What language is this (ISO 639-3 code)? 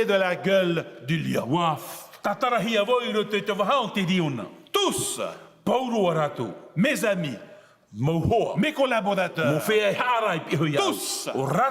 tah